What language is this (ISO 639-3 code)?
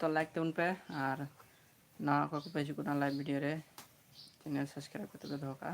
sat